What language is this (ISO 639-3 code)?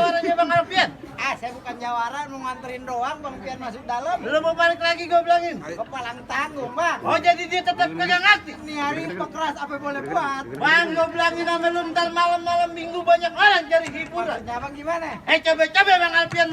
bew